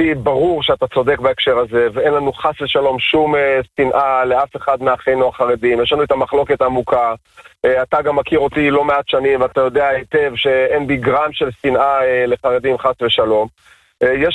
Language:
Hebrew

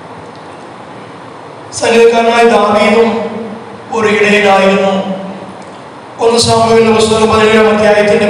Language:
Malayalam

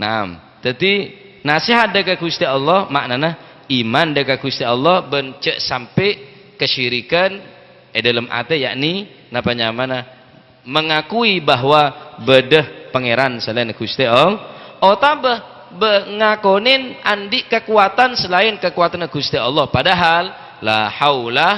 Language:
Madurese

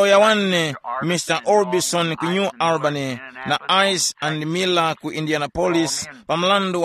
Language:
Tumbuka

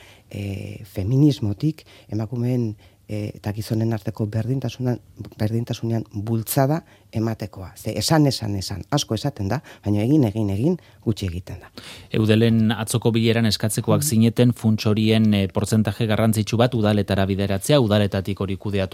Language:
Basque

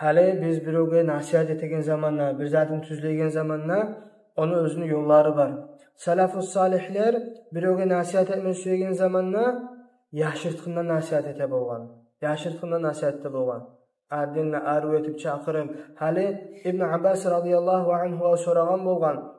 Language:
Kumyk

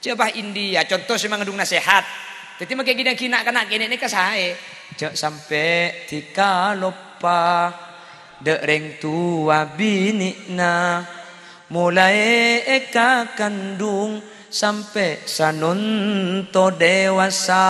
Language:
Madurese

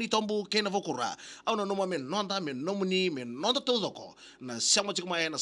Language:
Fijian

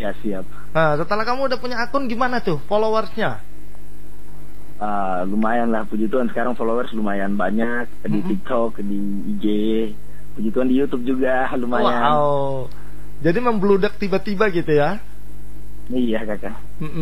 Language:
Indonesian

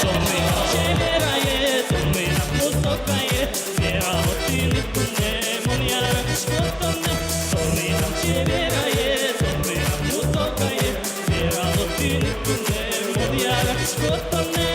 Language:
Udmurt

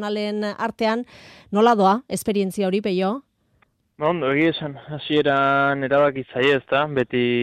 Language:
Basque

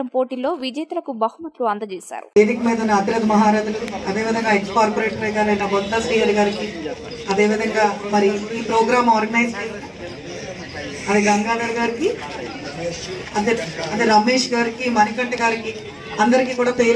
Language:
Telugu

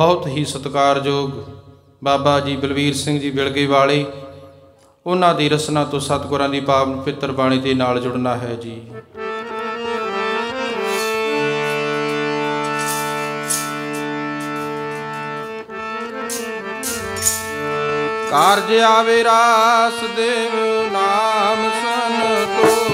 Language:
Punjabi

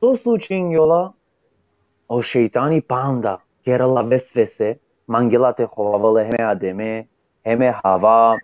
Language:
Balkan Romani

